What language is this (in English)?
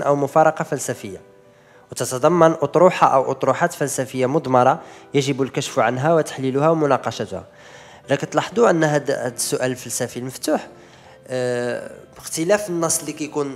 Moroccan Arabic